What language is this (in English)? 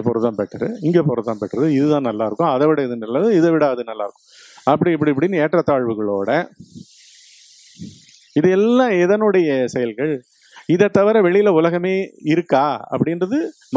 Tamil